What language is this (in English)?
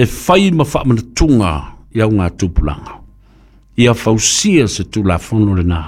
Samoan